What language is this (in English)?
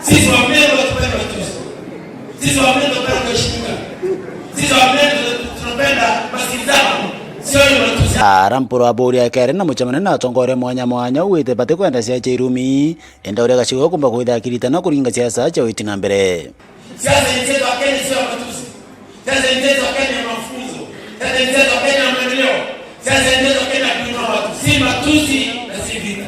Meru